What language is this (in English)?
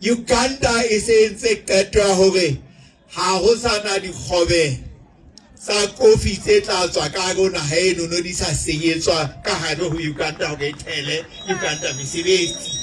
Southern Sotho